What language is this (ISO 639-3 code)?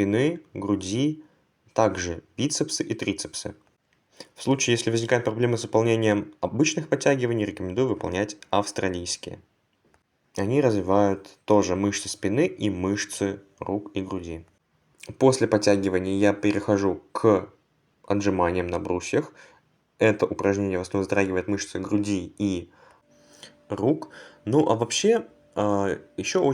rus